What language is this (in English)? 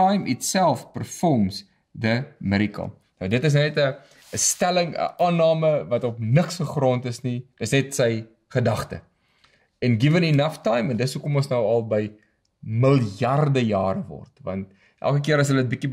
Afrikaans